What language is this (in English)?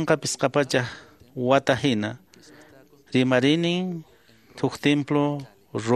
Quechua